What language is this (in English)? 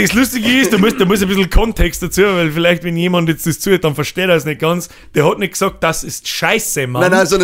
Bavarian